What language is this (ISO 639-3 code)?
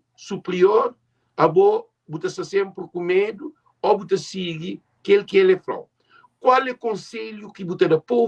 kea